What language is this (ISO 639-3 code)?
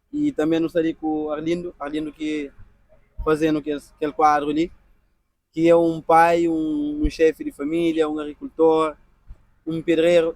kea